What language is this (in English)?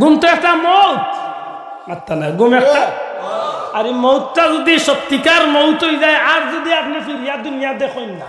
Sylheti